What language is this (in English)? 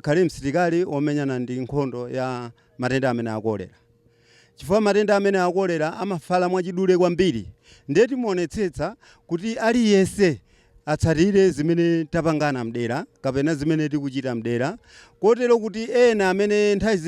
Nyanja